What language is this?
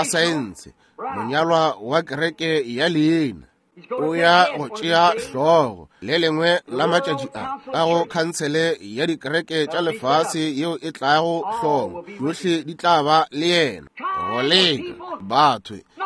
Northern Sotho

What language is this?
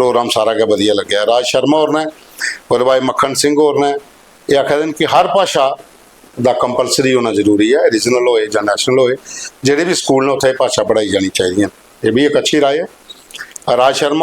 Dogri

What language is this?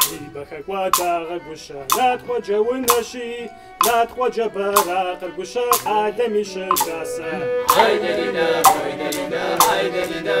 Kabardian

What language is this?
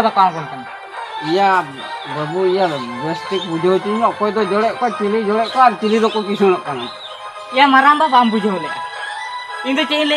Santali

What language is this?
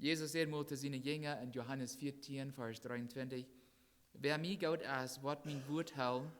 Plautdietsch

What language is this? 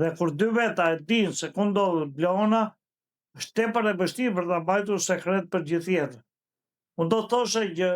Albanian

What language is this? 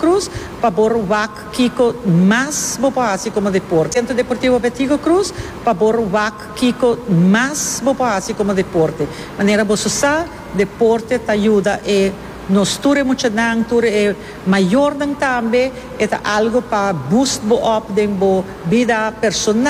Papiamento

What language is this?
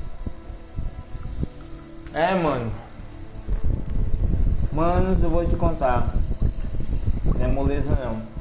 Portuguese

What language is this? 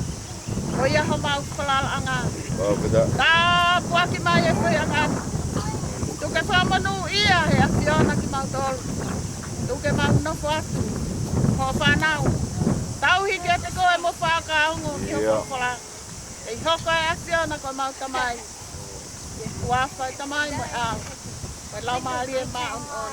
Tongan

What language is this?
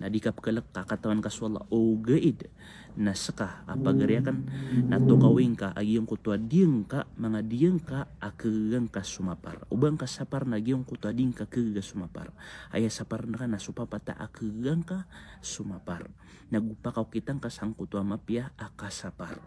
Maranao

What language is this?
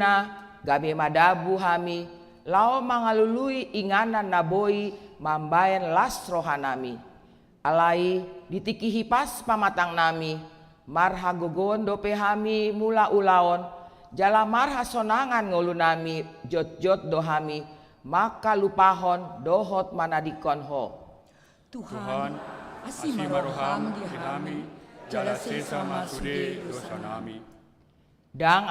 Batak Toba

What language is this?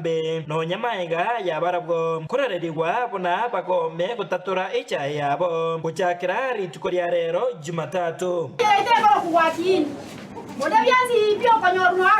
Gusii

